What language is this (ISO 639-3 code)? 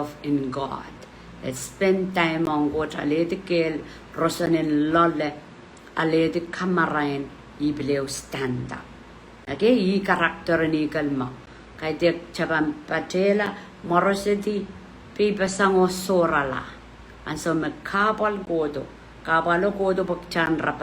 pon